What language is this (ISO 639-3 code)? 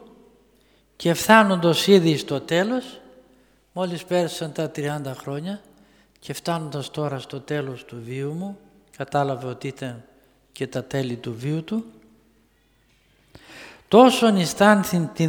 ell